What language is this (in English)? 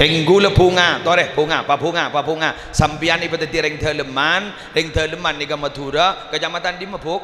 Madurese